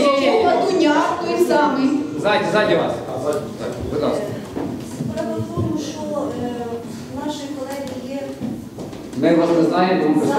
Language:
Ukrainian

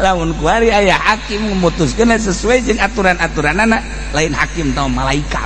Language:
Sundanese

